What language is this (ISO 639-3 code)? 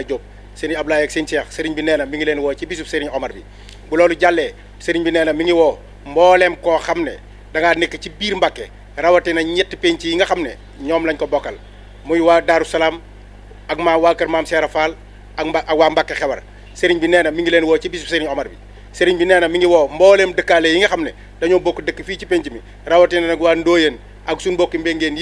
wol